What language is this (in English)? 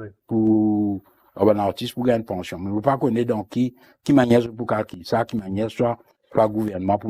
Morisyen